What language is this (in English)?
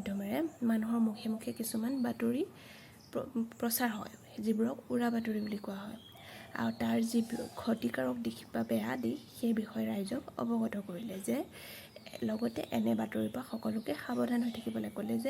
Assamese